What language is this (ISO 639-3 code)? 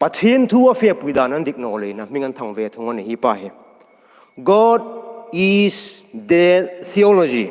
hmr